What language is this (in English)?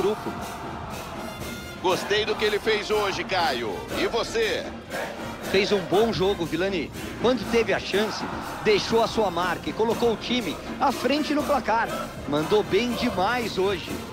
Portuguese